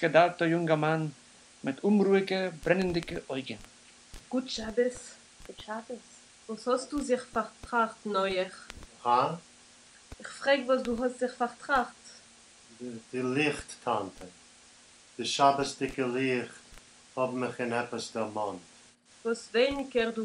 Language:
Yiddish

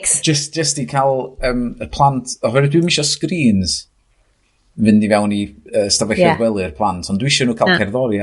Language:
Welsh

